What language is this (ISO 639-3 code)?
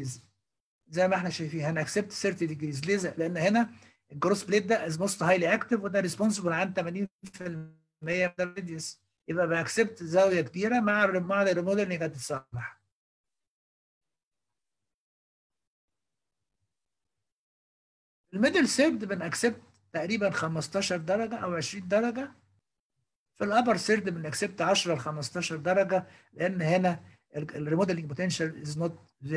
arz